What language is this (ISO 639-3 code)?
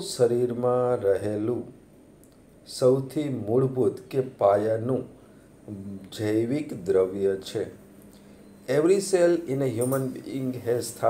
guj